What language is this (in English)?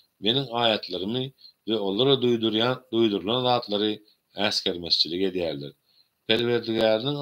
Turkmen